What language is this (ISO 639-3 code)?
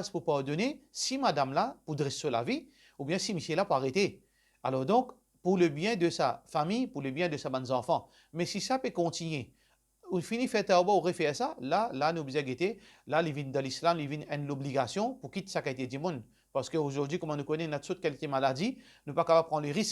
mfe